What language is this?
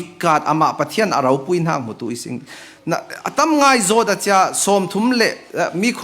Falam Chin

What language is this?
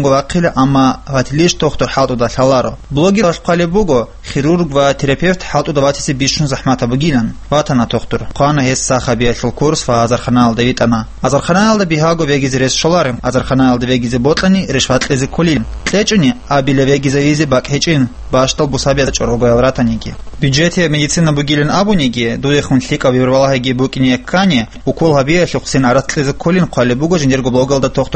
Avaric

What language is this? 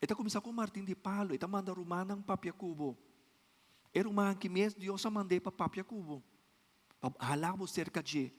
Papiamento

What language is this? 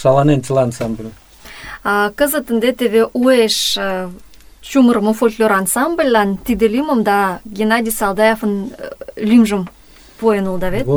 Mari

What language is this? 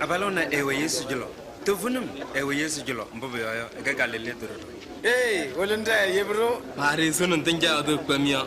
Kabiyè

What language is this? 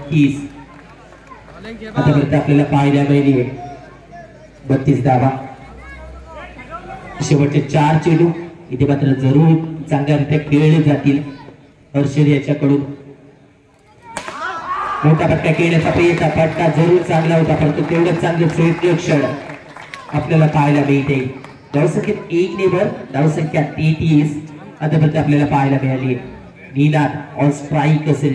Marathi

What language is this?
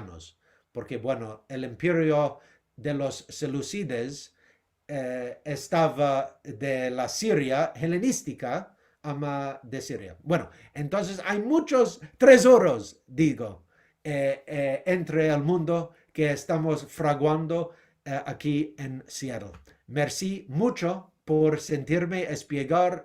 Ladino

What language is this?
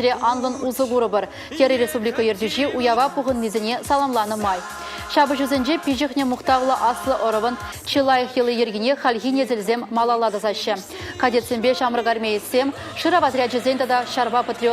Chuvash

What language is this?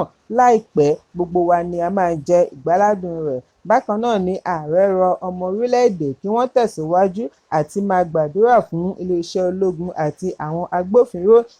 Yoruba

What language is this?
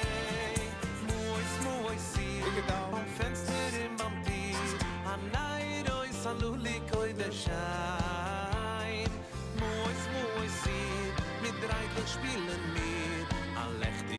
Yiddish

